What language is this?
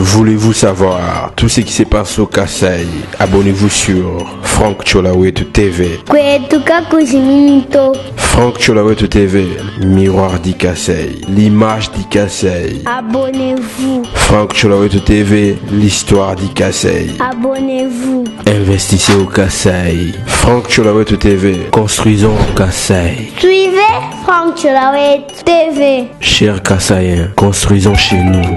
Luba-Lulua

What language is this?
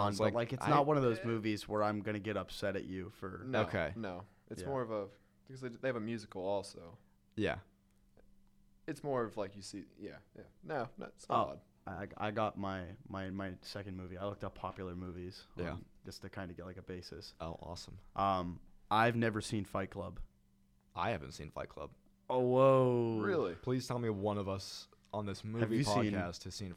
English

